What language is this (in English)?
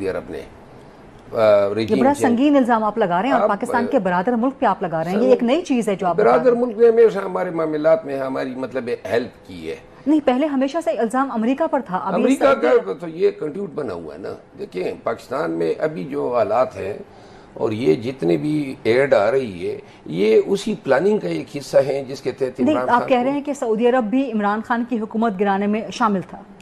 Urdu